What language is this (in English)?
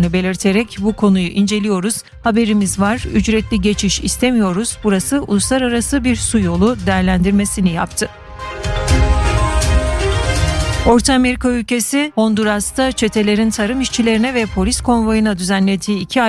Turkish